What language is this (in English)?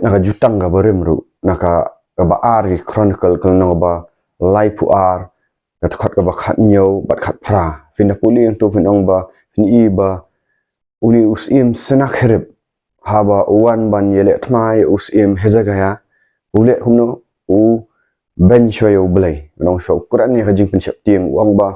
Khasi